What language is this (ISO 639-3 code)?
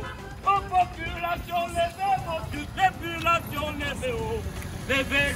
fra